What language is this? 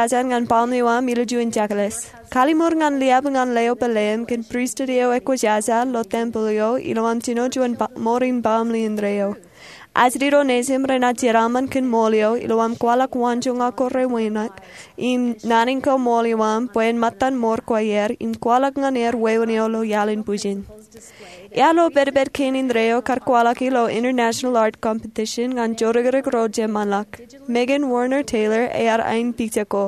Marshallese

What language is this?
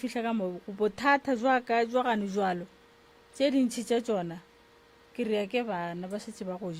Northern Sotho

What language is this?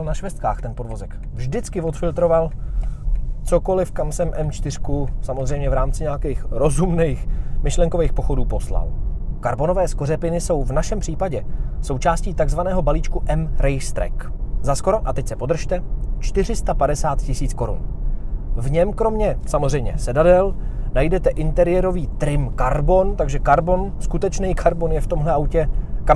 Czech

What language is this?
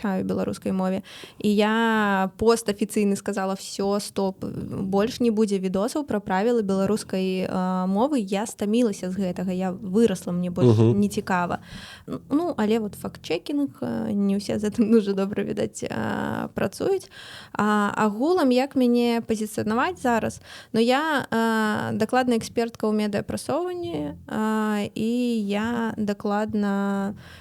Belarusian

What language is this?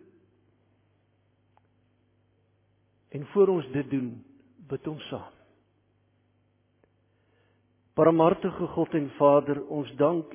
Afrikaans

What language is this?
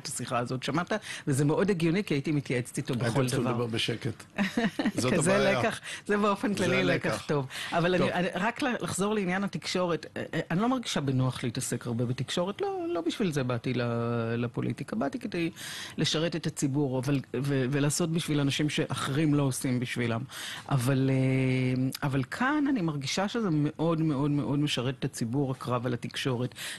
Hebrew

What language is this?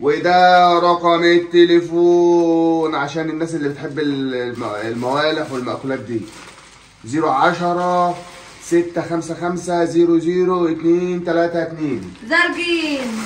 Egyptian Arabic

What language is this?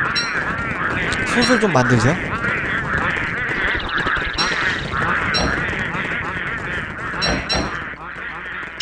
Korean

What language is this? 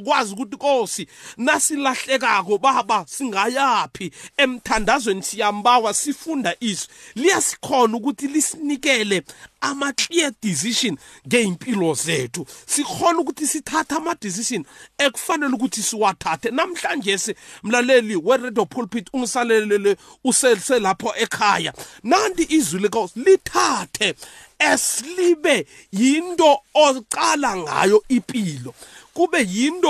South Ndebele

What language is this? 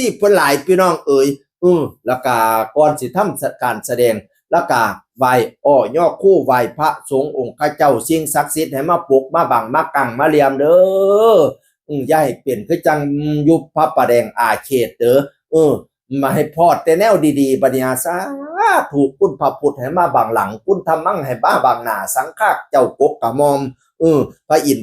Northeastern Thai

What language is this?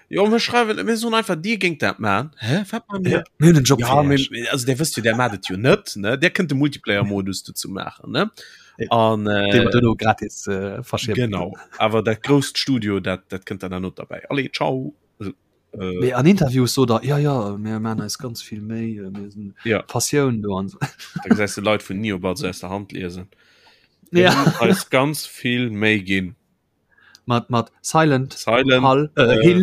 Luxembourgish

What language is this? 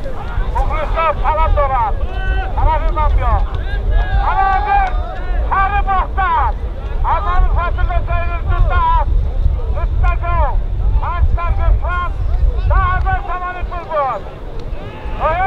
Tajik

